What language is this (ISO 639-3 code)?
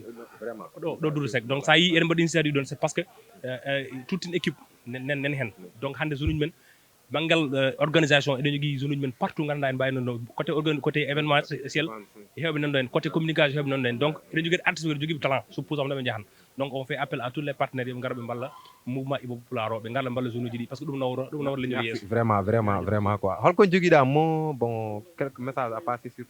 ful